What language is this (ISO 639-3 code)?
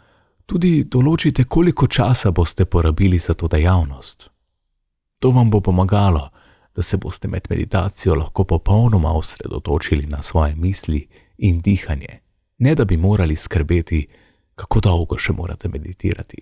slv